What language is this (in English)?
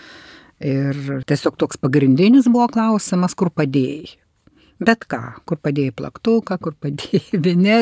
Lithuanian